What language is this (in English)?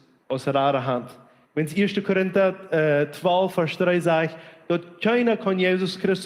Plautdietsch